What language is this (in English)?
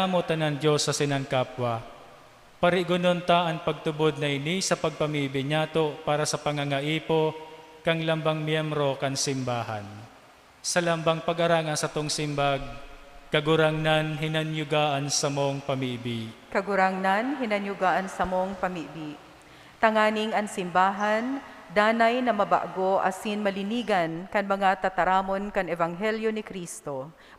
Bikol